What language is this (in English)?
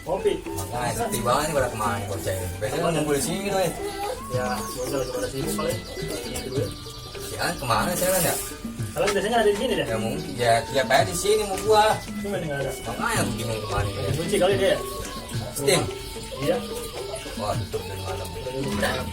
Betawi